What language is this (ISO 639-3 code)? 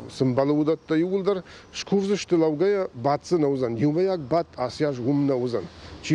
oss